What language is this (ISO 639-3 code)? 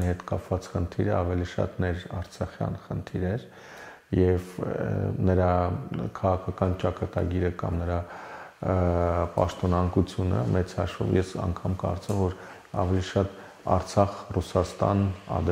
hye